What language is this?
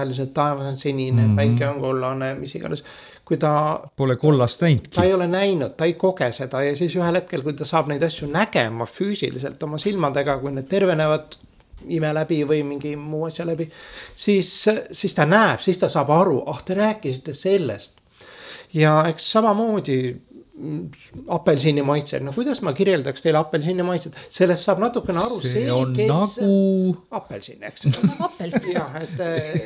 Estonian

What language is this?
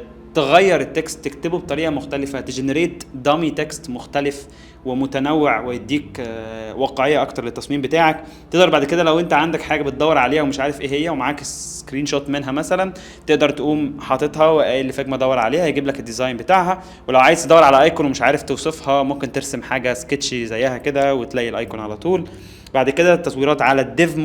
Egyptian Arabic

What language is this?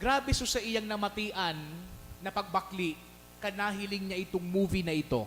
Bikol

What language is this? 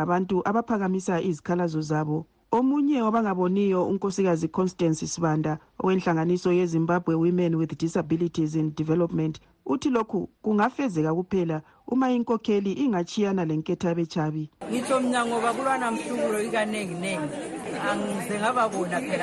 North Ndebele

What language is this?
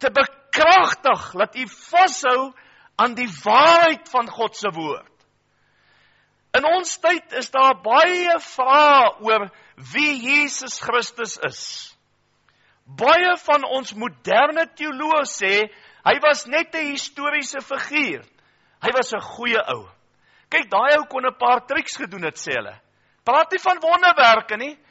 Afrikaans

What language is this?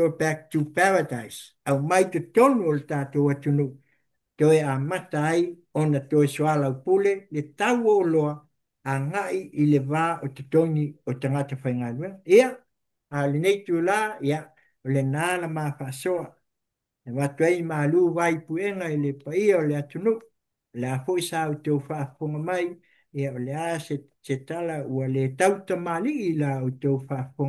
Samoan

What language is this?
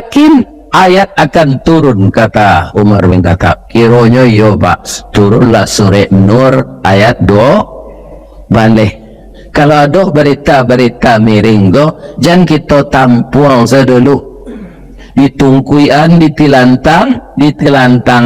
Minangkabau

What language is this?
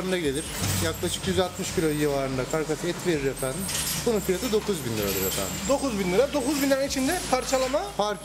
Turkish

